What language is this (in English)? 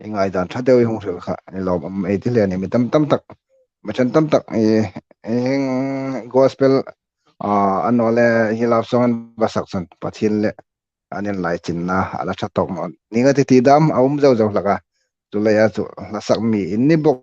Hmar